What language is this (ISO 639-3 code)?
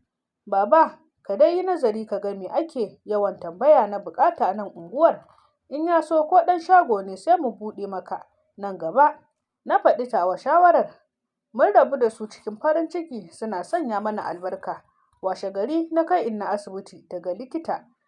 hau